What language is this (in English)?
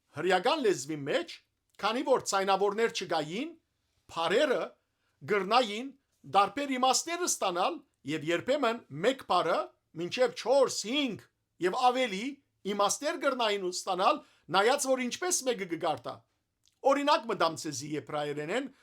Western Armenian